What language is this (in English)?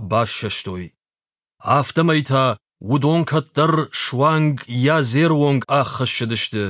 Ossetic